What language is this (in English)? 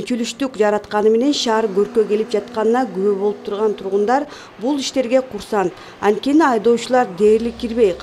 Kyrgyz